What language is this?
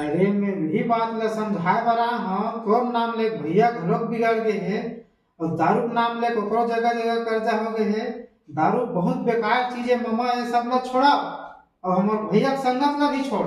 Chhattisgarhi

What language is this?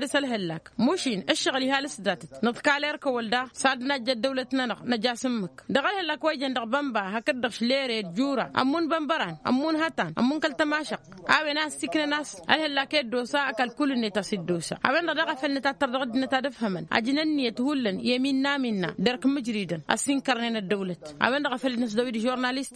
Tamasheq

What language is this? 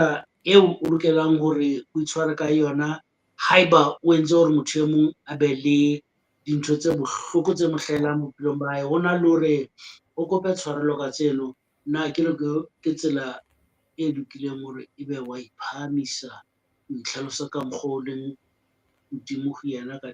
Southern Sotho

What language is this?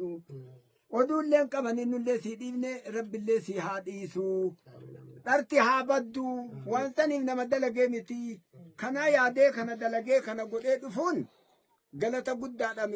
Oromo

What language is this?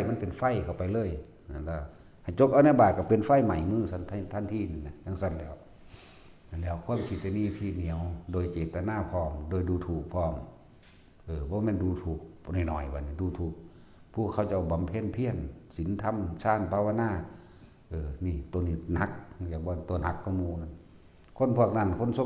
Northeastern Thai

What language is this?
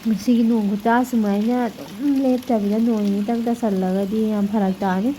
Manipuri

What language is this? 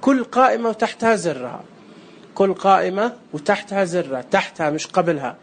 Najdi Arabic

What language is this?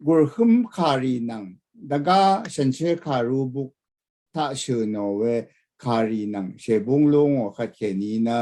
Rawang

